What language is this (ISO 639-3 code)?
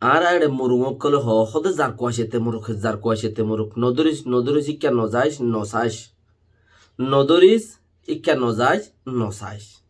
rhg